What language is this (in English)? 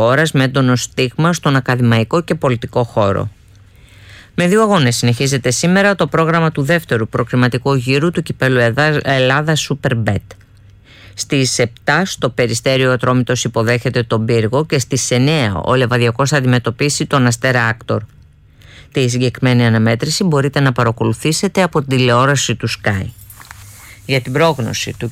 Greek